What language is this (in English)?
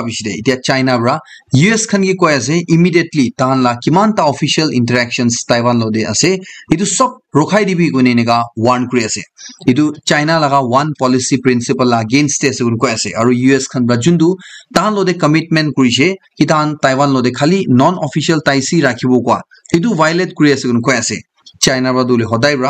Naga Pidgin